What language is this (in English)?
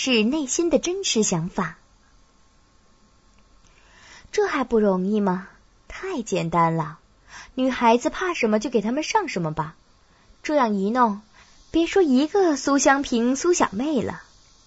Chinese